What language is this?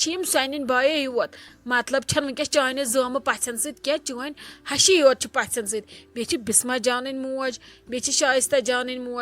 Kashmiri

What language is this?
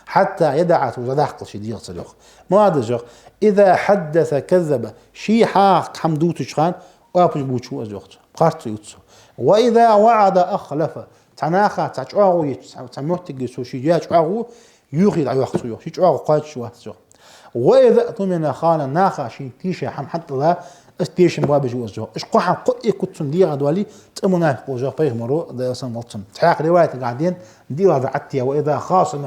Ingush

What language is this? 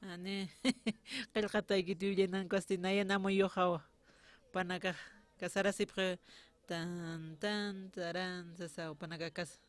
Aymara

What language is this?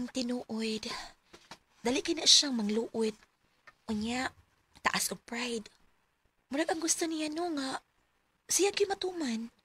Cebuano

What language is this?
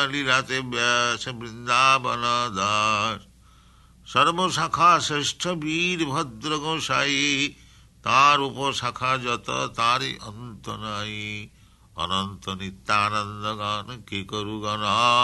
Bangla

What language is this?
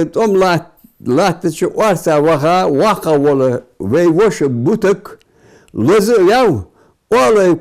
Ingush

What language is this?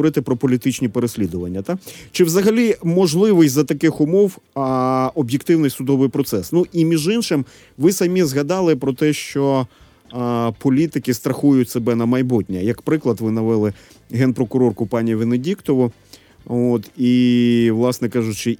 Ukrainian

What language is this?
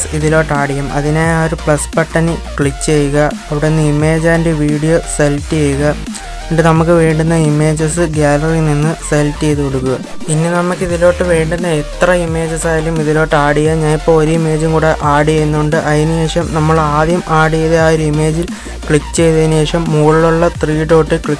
Malayalam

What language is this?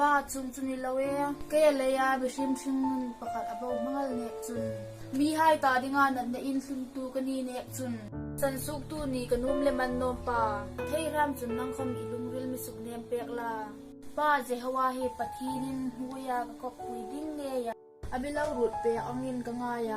Hmar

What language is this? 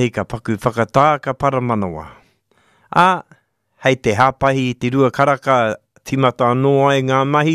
Māori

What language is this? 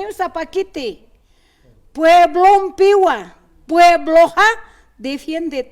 Aymara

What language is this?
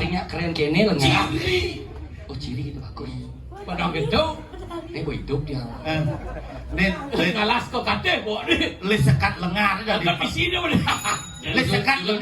Balinese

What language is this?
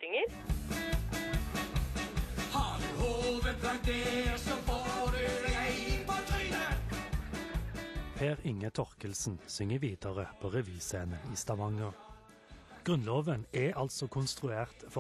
Norwegian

